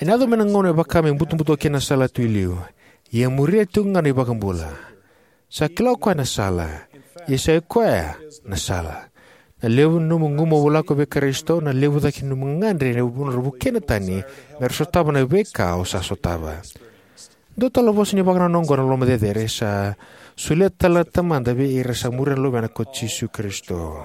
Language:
Fijian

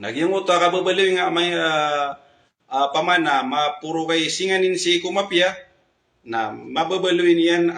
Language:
Maranao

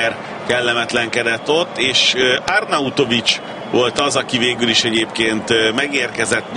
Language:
Hungarian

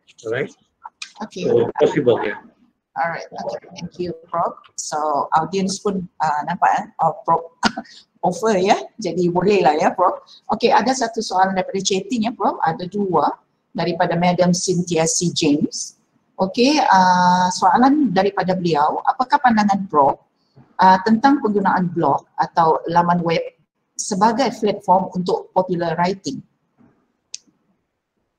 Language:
Malay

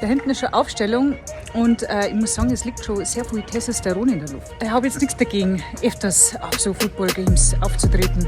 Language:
Bavarian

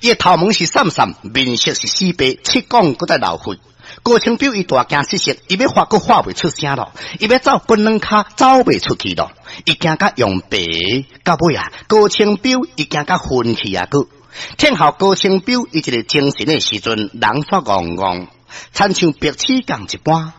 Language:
Min Nan Chinese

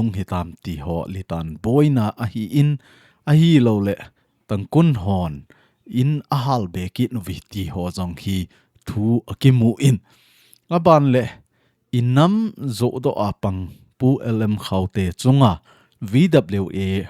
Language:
Thado Chin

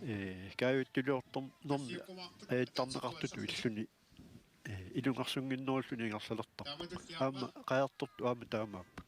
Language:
Kalaallisut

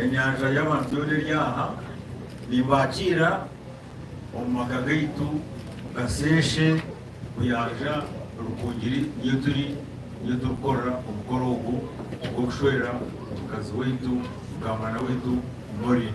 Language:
Nyankole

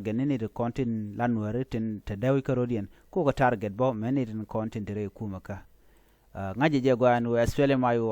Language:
Nuer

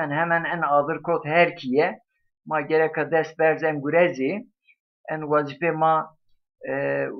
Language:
Zaza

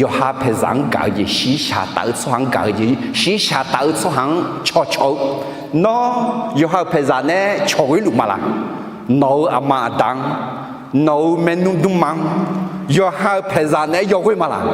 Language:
Akha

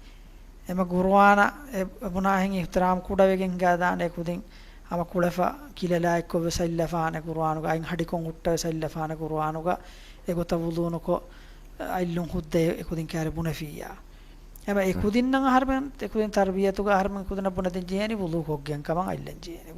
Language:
Divehi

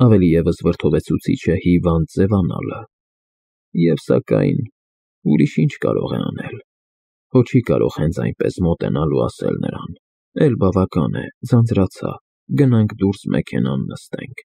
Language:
Armenian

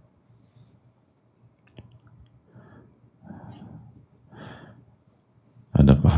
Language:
Indonesian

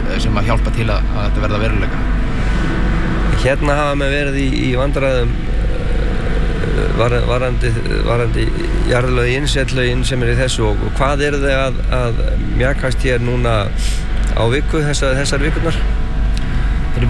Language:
Icelandic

